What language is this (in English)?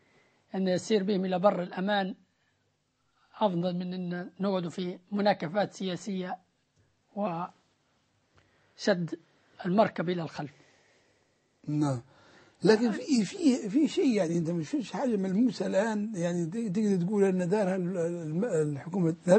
Arabic